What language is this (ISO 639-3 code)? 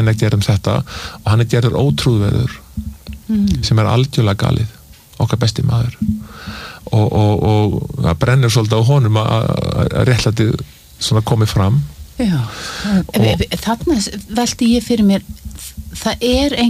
isl